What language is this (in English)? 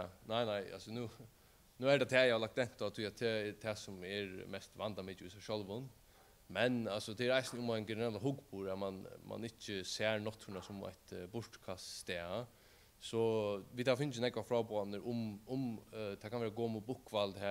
Faroese